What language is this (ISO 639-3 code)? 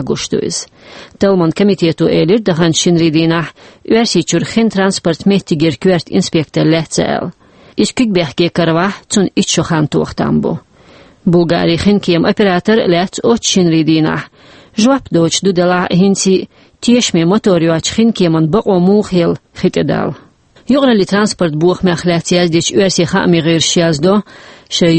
che